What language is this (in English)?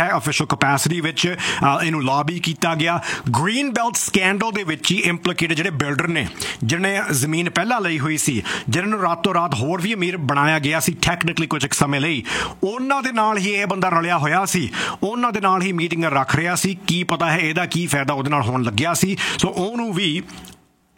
Punjabi